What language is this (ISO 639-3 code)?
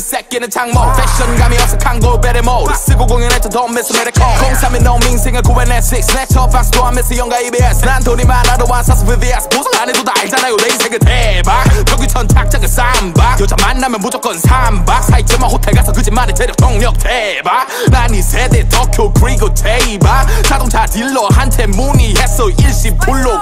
kor